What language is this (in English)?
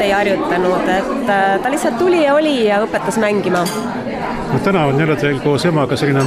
Estonian